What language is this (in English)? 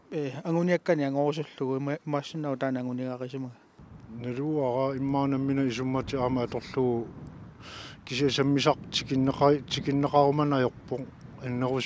Kalaallisut